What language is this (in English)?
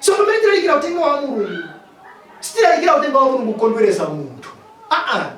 Nyanja